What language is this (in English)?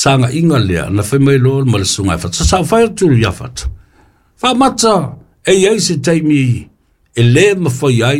Samoan